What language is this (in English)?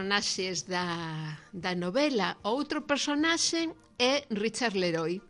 Galician